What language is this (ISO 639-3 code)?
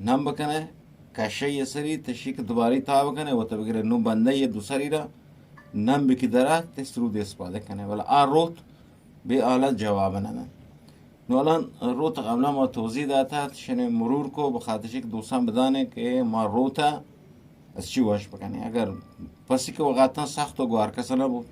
bgp